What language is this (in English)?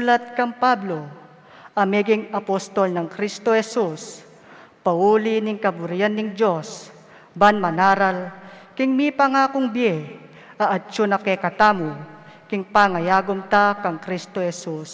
Pampanga